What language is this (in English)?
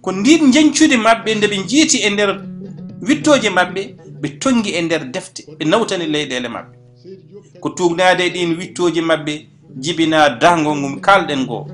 Fula